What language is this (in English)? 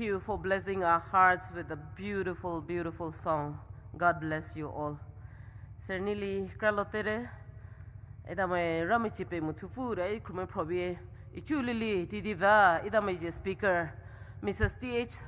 Poumei Naga